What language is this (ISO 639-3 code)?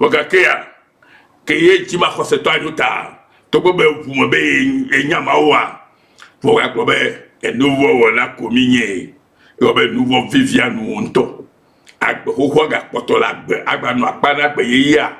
ewe